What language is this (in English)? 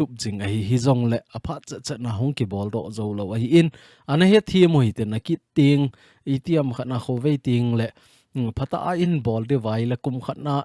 Thado Chin